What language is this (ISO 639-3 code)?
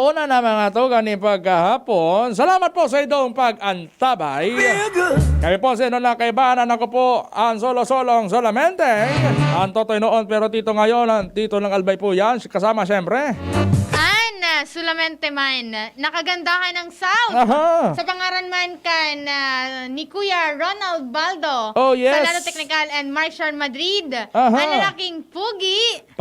bik